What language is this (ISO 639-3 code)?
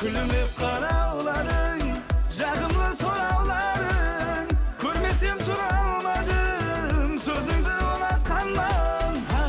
kaa